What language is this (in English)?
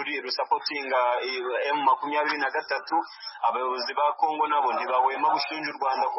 Kinyarwanda